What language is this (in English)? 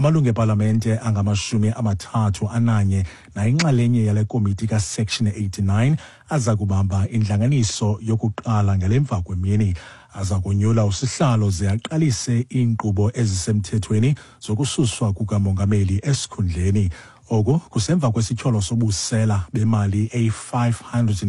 Xhosa